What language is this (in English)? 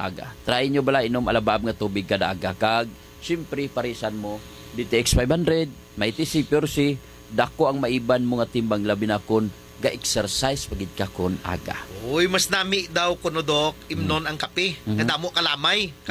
Hiligaynon